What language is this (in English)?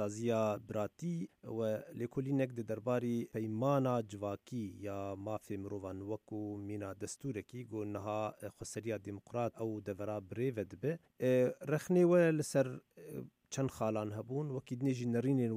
Kurdish